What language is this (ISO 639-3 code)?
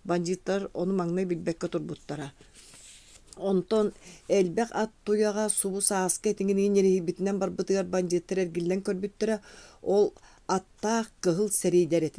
sah